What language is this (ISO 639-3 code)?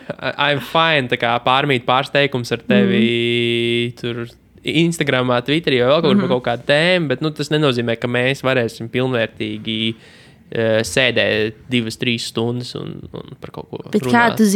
lav